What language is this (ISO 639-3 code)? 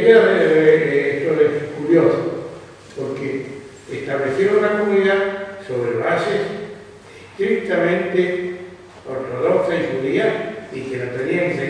lad